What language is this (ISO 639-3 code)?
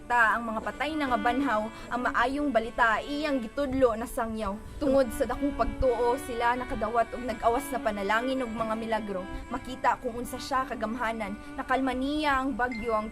ceb